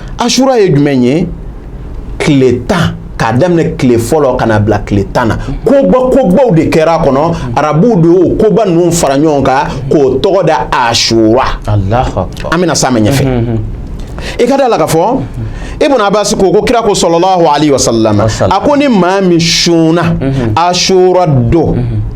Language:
Bambara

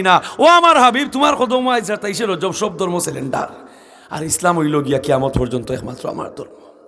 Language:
Sylheti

